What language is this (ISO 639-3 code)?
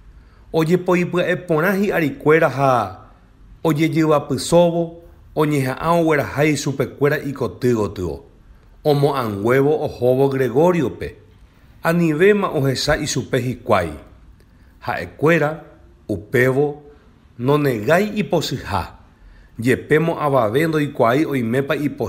grn